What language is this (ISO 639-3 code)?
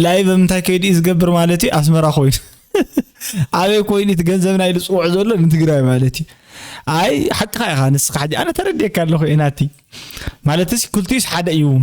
tir